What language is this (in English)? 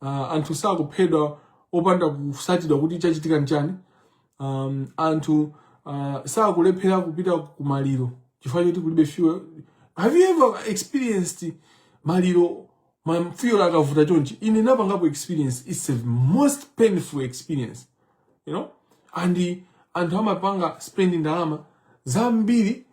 Nyanja